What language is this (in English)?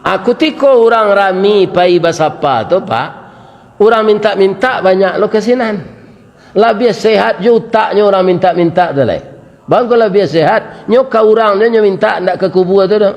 Minangkabau